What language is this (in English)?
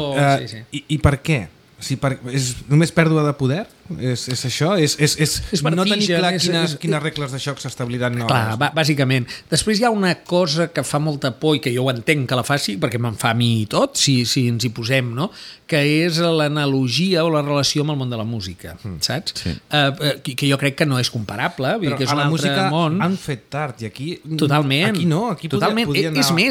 Catalan